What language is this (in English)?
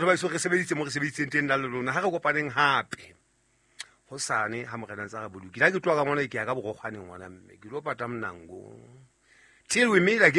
Southern Sotho